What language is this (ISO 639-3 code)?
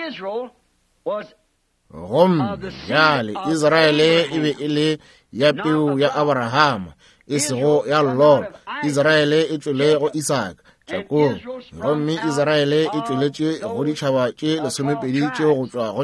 nso